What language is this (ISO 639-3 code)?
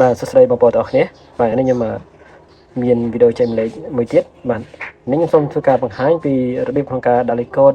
khm